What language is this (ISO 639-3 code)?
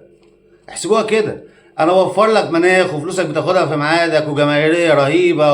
arz